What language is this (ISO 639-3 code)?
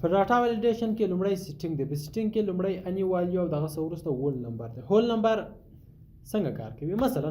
pus